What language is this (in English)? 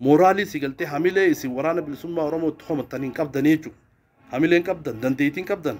Oromo